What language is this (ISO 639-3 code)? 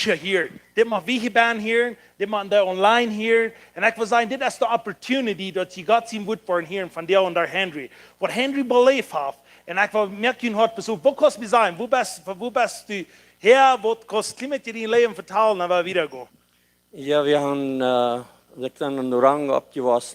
pdt